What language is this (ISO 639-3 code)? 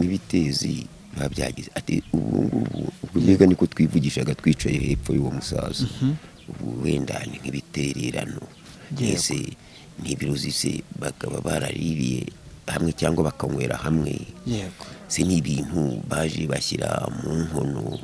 kin